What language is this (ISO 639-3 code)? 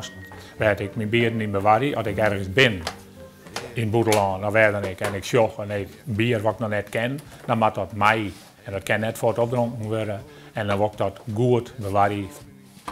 fry